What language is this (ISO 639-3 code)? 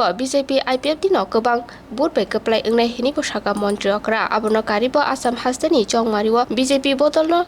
trp